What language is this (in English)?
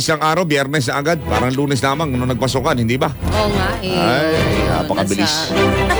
Filipino